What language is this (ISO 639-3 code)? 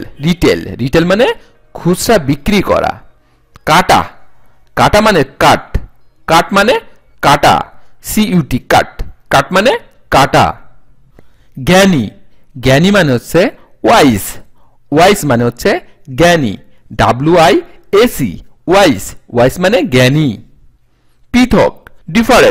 ben